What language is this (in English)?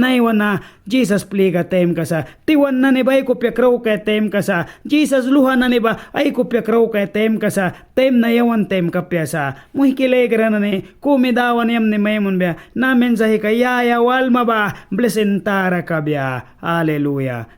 Mískito